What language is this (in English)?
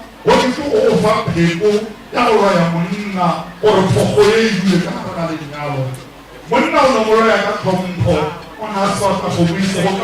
Northern Sotho